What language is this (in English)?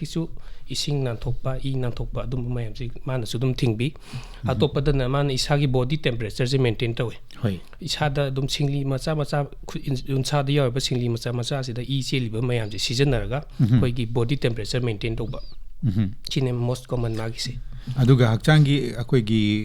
Manipuri